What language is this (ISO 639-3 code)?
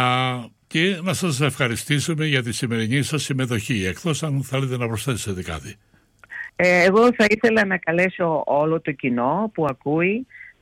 ell